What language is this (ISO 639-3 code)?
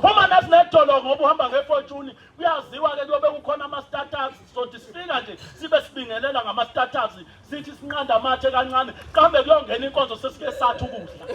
zul